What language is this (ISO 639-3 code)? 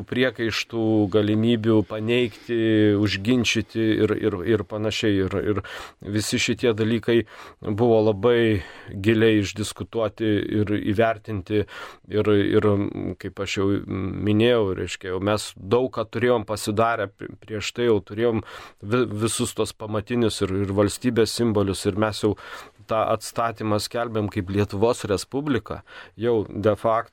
lit